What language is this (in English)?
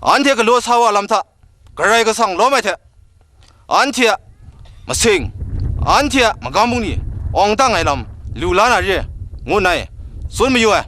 Kachin